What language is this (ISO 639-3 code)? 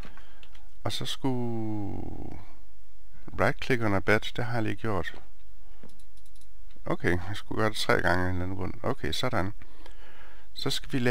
dan